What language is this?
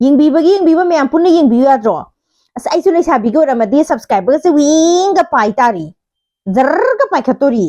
Manipuri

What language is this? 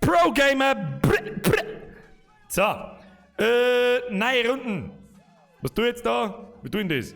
Bavarian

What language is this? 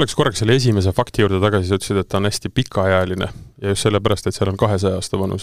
Estonian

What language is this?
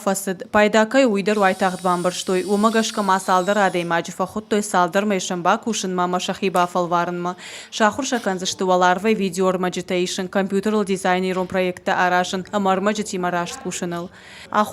Ossetic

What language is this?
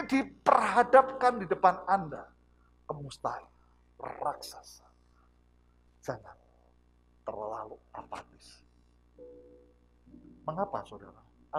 Indonesian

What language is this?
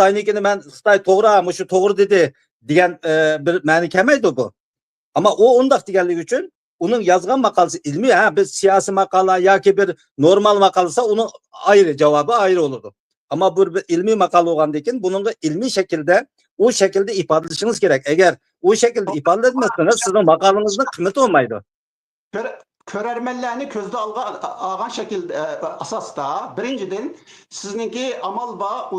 Uyghur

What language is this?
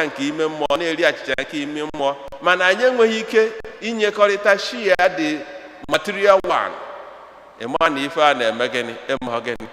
Igbo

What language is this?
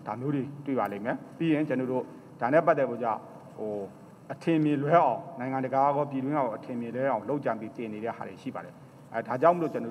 Burmese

